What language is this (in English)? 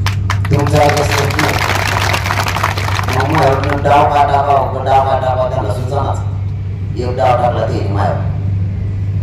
Marathi